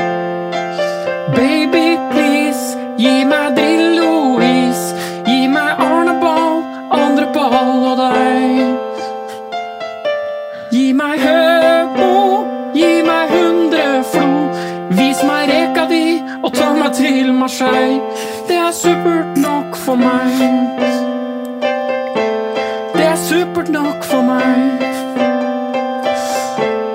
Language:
Norwegian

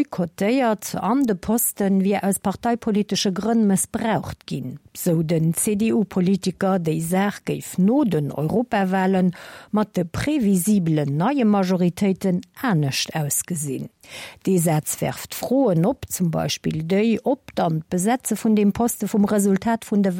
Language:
Luxembourgish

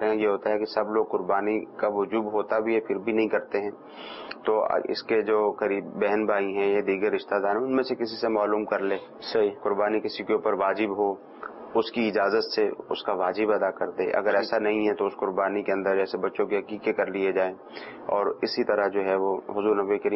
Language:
Urdu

